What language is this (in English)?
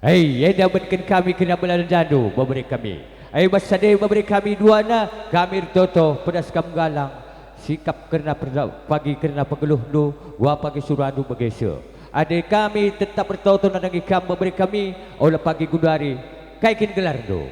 Batak Karo